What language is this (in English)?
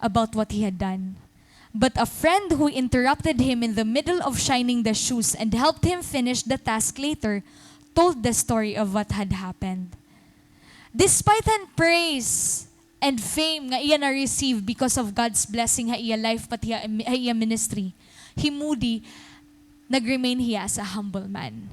Waray